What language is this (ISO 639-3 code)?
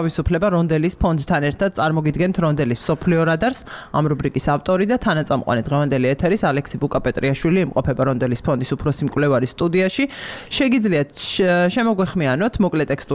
kat